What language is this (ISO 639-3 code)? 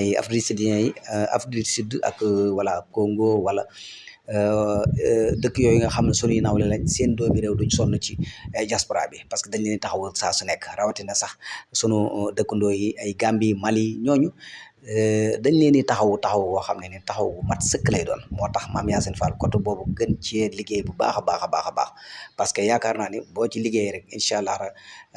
wol